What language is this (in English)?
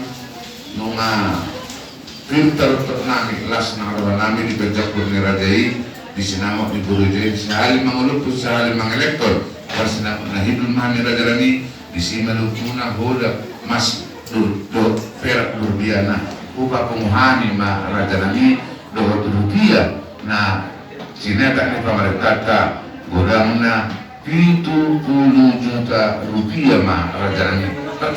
Batak Toba